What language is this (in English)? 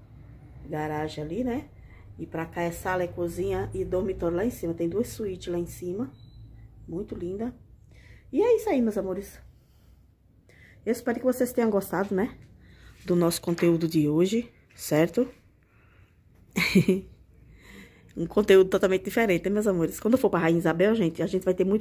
Portuguese